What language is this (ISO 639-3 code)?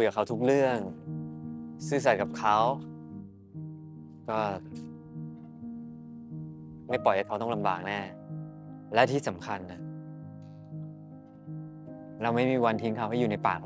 tha